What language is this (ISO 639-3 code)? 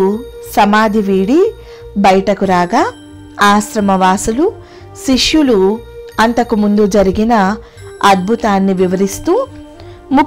tel